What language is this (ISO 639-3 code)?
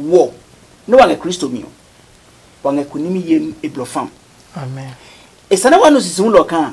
ada